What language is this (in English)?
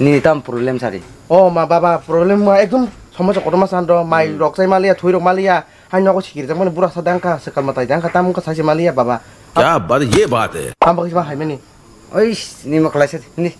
Kok Borok